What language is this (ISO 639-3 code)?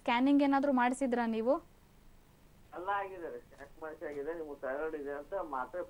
kan